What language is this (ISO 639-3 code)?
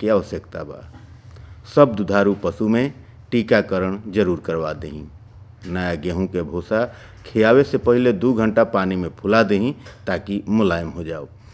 bho